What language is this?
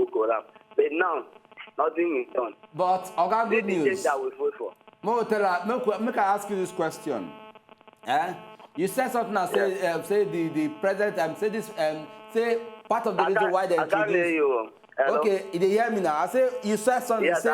Nigerian Pidgin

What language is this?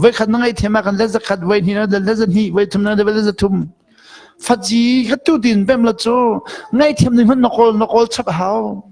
Hakha Chin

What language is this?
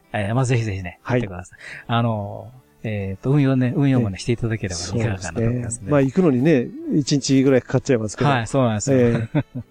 Japanese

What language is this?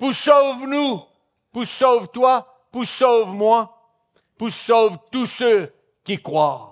Morisyen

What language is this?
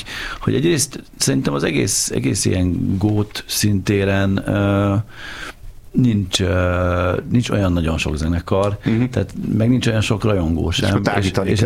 Hungarian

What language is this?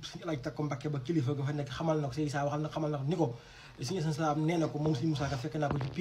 Wolof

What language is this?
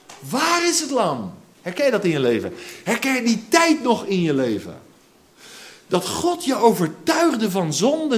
Dutch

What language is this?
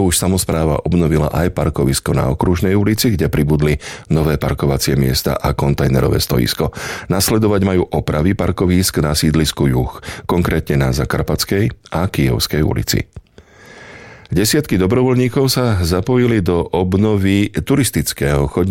Slovak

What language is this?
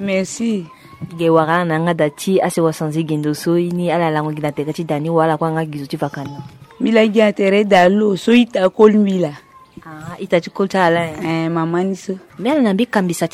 Sango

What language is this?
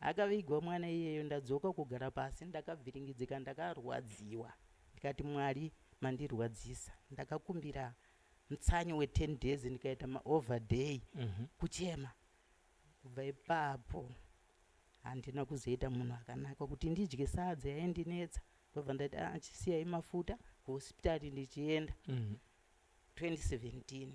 Shona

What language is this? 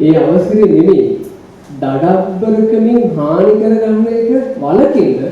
Sinhala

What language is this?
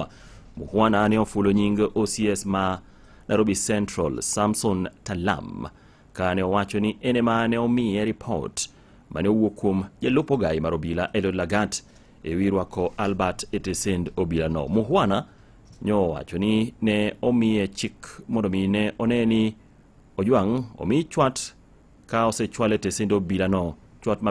Luo (Kenya and Tanzania)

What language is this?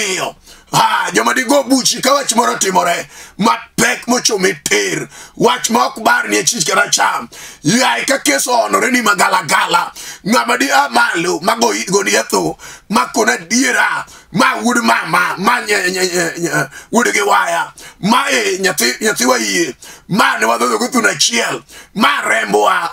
Luo (Kenya and Tanzania)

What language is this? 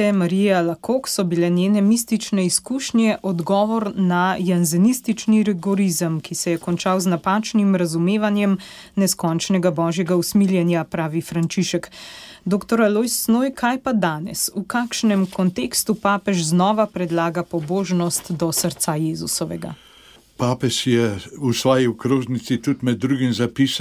Slovenian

